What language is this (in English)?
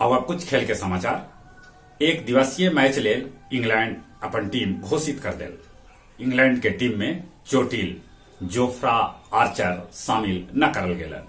Magahi